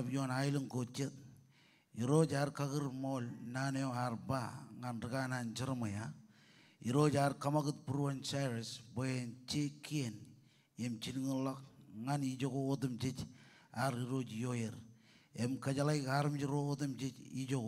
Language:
Marshallese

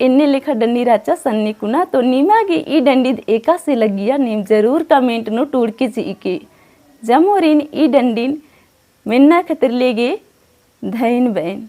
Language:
Kurukh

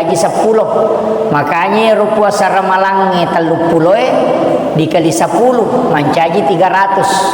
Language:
Buginese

